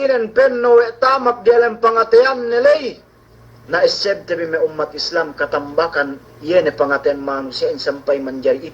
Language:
Yakan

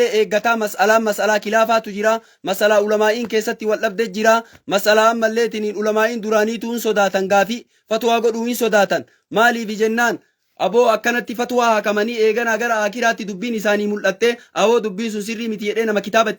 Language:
Oromo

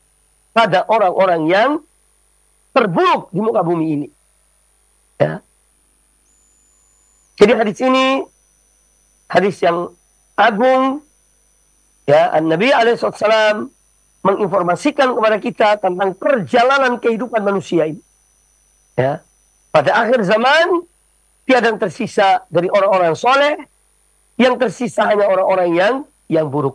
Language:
Indonesian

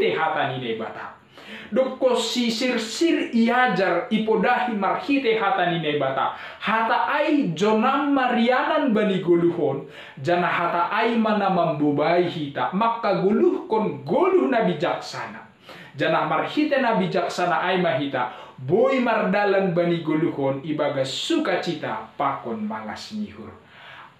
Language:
Batak Simalungun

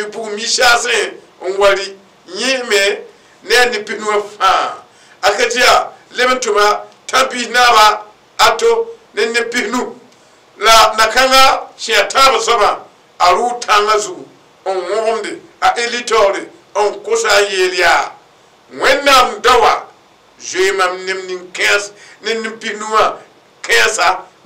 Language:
Mossi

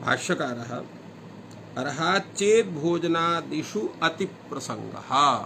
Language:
Sanskrit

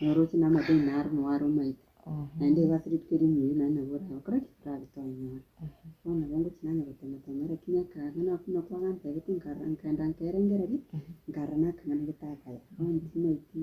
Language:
Gusii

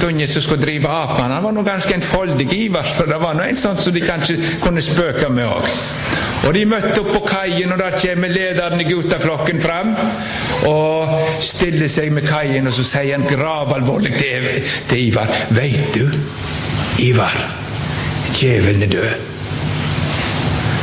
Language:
Norwegian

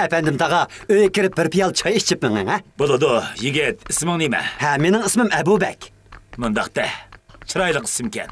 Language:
Uyghur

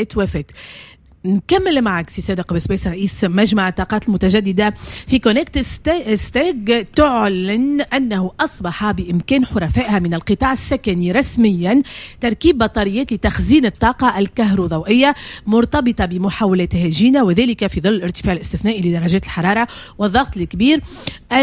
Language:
Tunisian Arabic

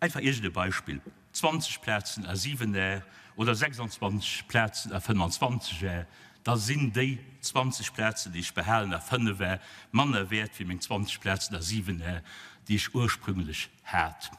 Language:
Luxembourgish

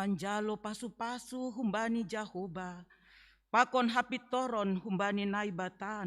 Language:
Batak Simalungun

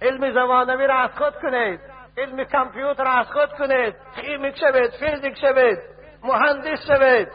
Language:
Tajik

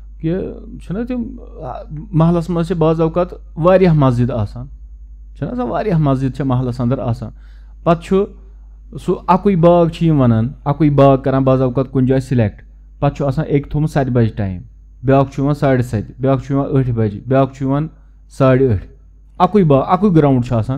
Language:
Kashmiri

